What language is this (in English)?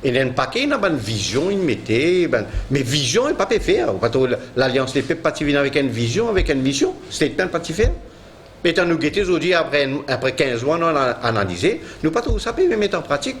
Morisyen